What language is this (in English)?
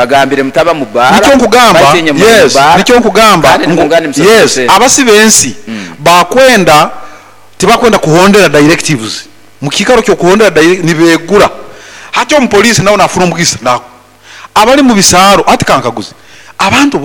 Nyoro